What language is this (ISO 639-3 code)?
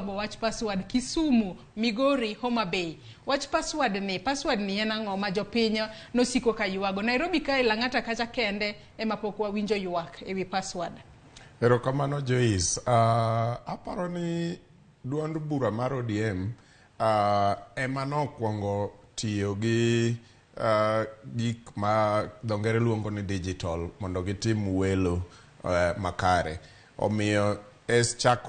luo